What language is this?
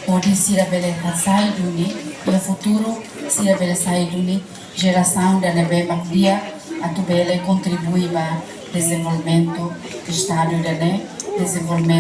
Tetum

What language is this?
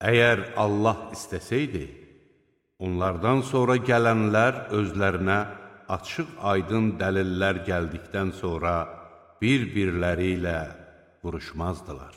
Azerbaijani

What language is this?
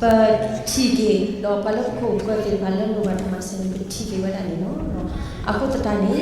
S'gaw Karen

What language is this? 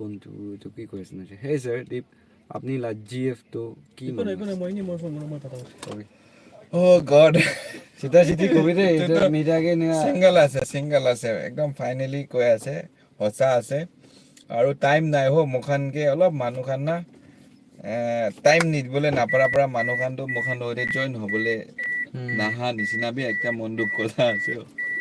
Naga Pidgin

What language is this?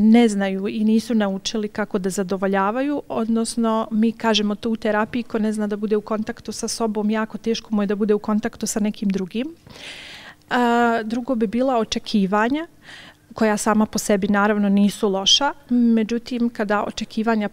Bosnian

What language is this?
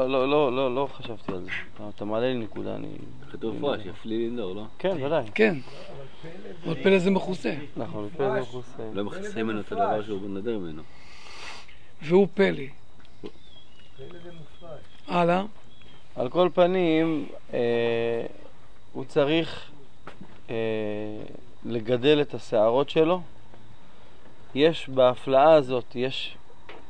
Hebrew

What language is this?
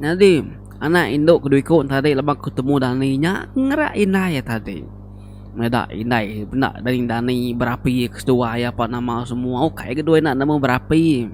Iban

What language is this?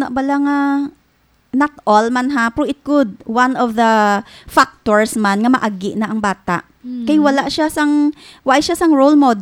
Hiligaynon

